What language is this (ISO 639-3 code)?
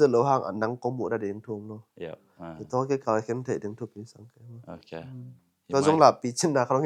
ctd